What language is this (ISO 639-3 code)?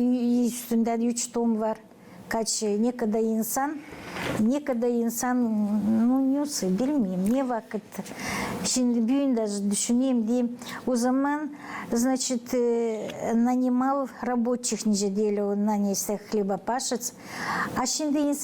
gag